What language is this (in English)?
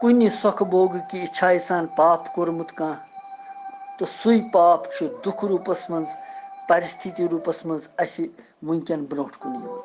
Kashmiri